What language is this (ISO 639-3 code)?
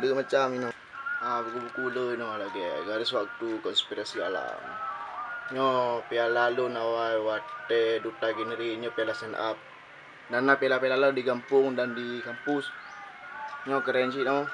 ace